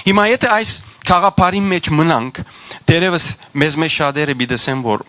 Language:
Western Armenian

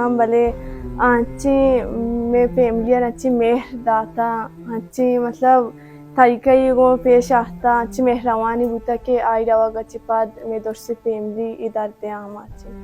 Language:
Baluchi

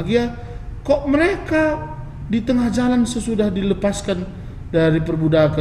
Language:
Batak Karo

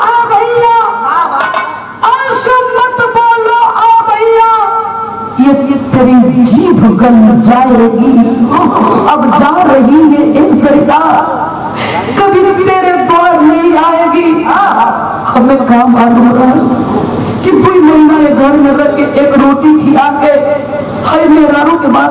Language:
Bhojpuri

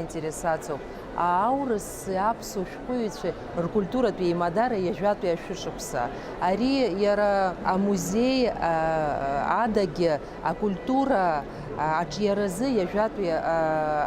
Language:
Abkhazian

